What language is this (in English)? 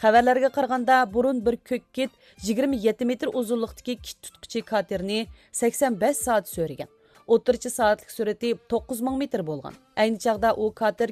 Uyghur